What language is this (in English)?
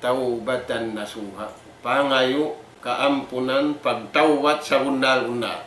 Tausug